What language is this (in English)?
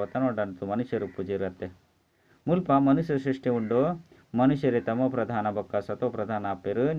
Tulu